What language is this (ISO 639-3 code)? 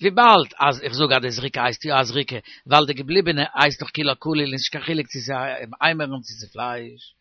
yid